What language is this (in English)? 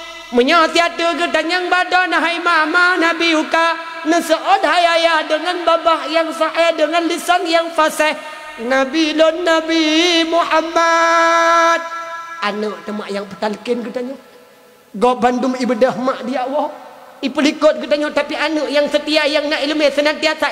Achinese